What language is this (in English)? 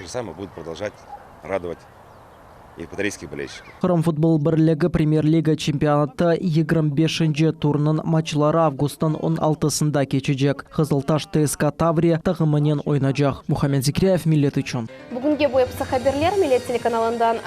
Crimean Tatar